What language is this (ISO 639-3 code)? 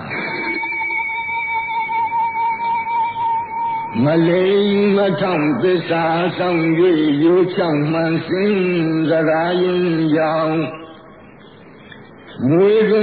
mya